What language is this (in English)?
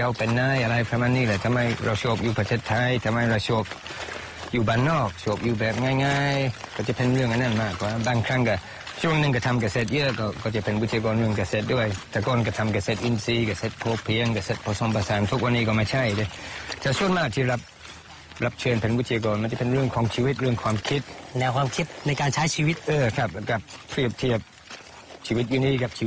Thai